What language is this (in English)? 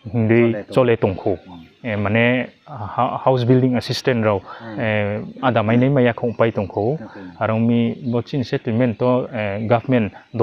Riang (India)